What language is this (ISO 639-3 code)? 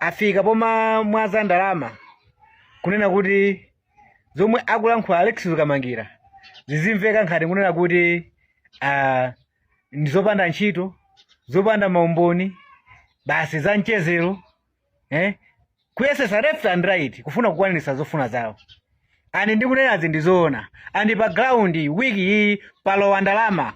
nya